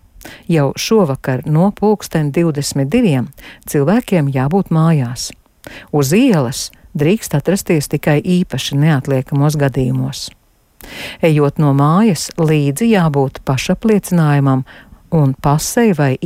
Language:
Latvian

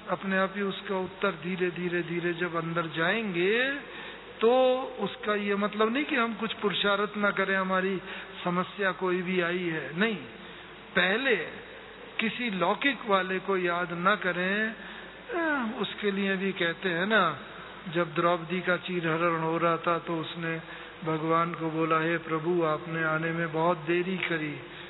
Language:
Hindi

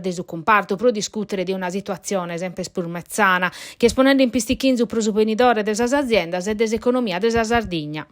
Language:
Sardinian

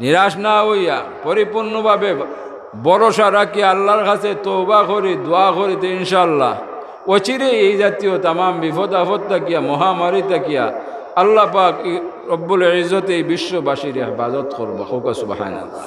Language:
Sylheti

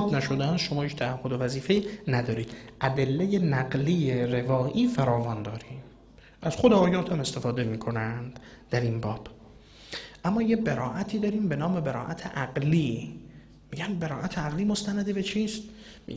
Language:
Persian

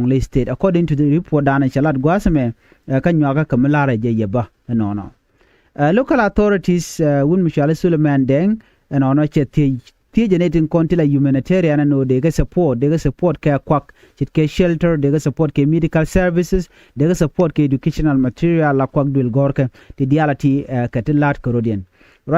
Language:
Nuer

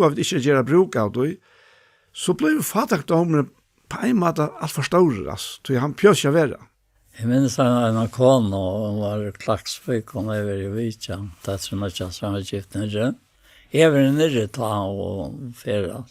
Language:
Faroese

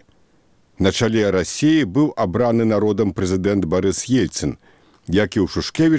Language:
Belarusian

